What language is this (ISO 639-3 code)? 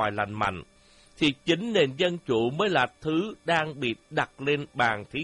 vie